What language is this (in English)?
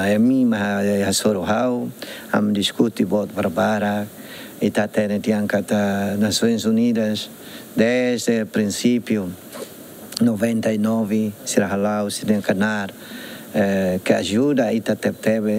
Tetum